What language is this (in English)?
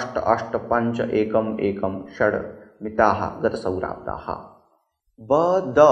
Sanskrit